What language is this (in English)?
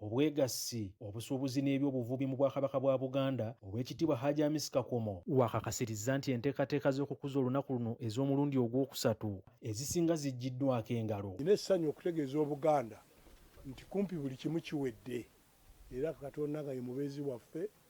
Ganda